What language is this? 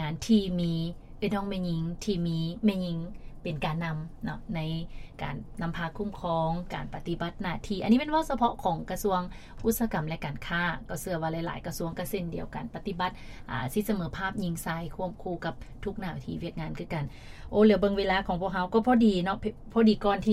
Lao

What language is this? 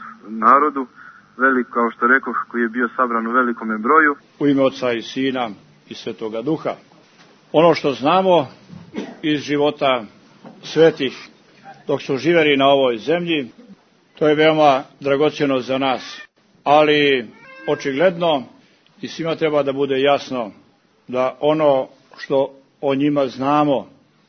Serbian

